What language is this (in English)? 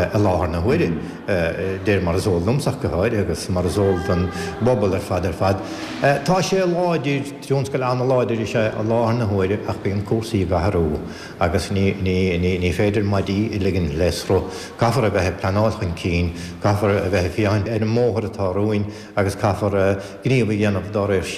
Irish